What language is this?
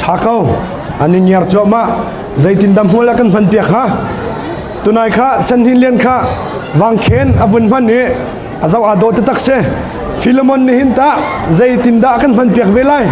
Hakha Chin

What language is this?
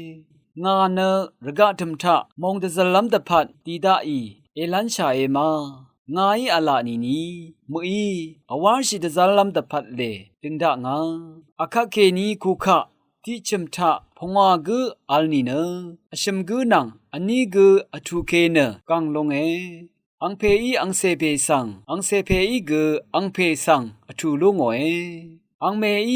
Rawang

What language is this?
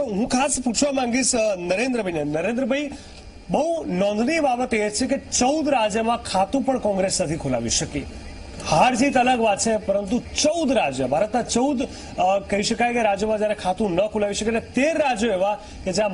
Gujarati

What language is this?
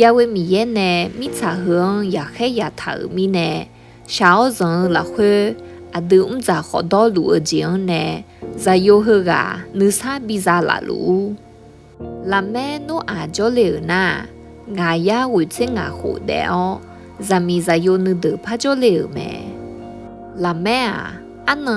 Akha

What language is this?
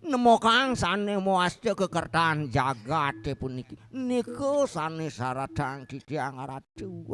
Balinese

